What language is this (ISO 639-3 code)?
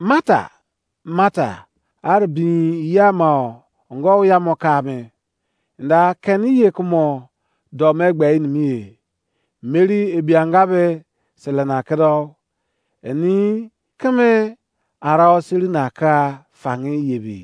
ijc